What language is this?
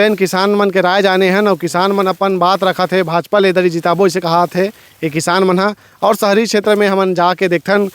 Chhattisgarhi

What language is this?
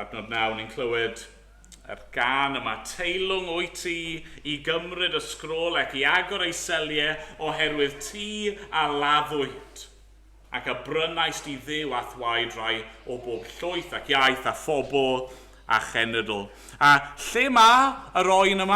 Welsh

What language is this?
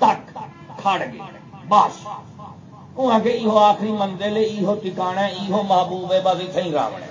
Saraiki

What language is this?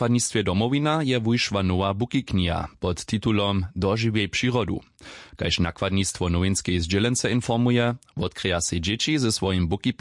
Upper Sorbian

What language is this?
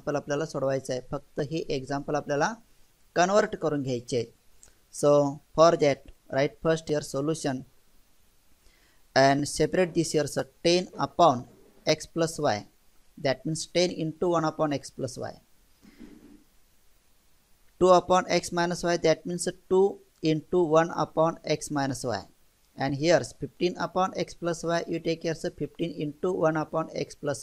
Marathi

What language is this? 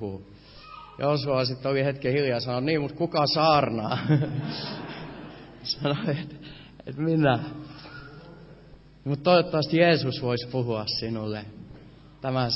Finnish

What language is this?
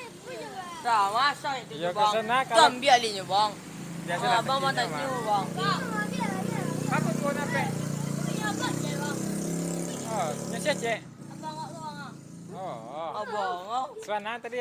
Minangkabau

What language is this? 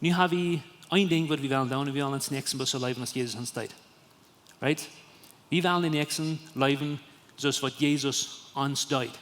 Plautdietsch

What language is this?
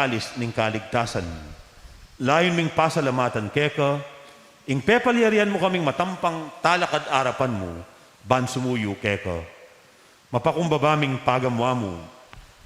Pampanga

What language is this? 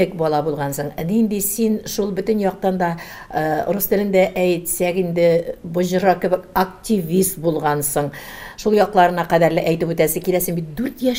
Tatar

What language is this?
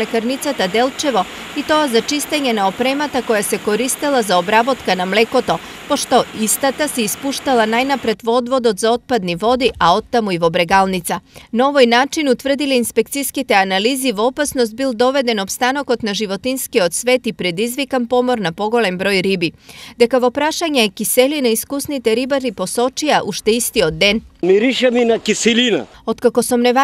Macedonian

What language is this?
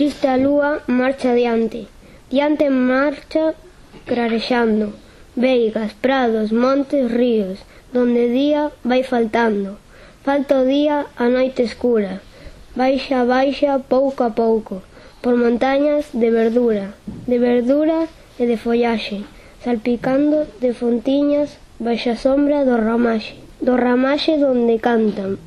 Galician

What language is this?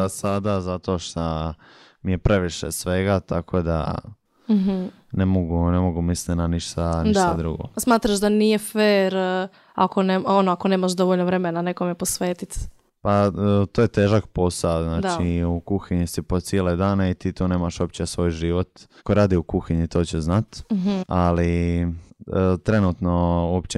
Serbian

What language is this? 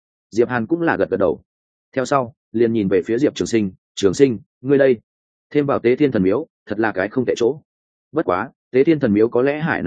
Vietnamese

